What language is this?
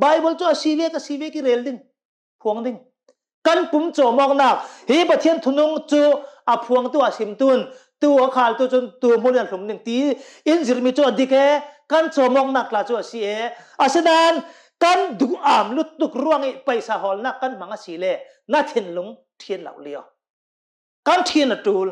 Hakha Chin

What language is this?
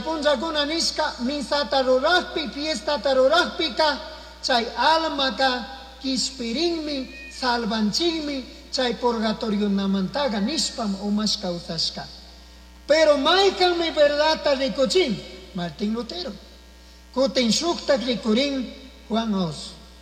Chimborazo Highland Quichua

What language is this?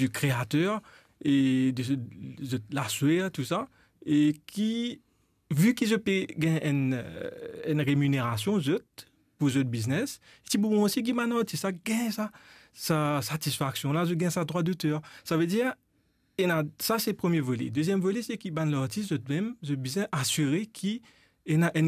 Morisyen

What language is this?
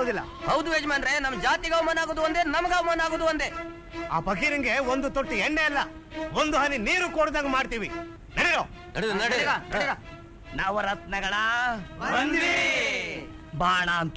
Kannada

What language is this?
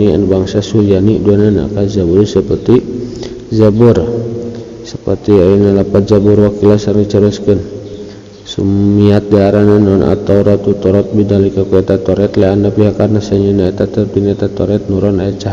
Sundanese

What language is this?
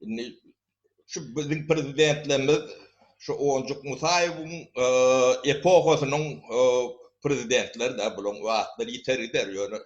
Turkmen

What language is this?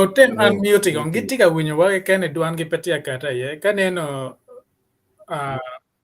Acoli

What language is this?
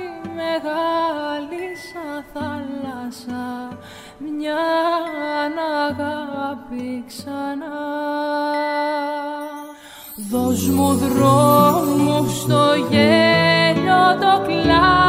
Greek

